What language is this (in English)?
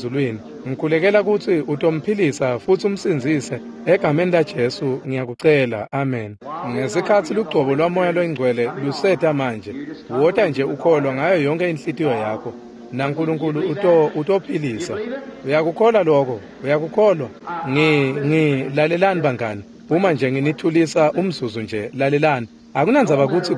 Swati